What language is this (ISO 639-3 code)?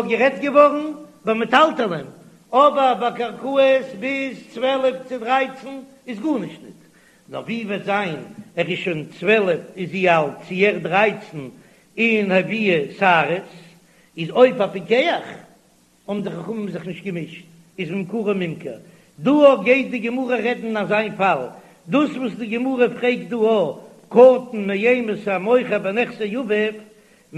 yid